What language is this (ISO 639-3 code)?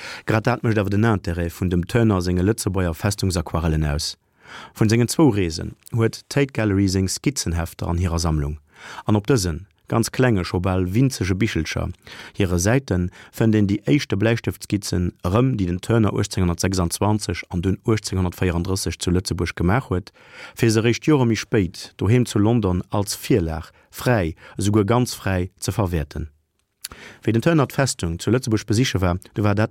ltz